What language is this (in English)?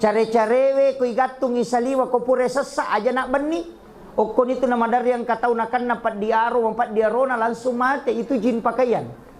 Buginese